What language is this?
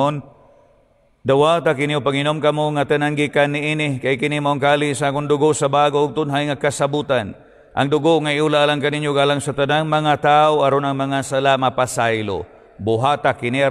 Cebuano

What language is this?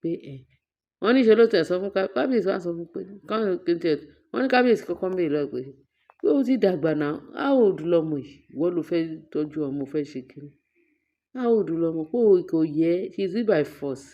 Yoruba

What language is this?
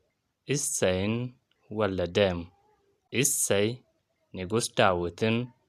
Amharic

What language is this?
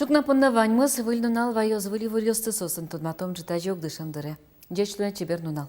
Udmurt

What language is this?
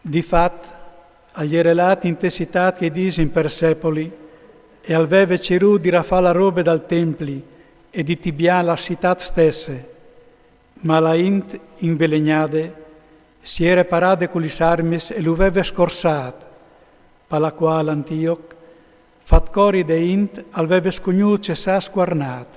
Friulian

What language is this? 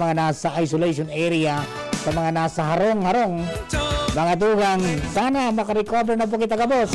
Bikol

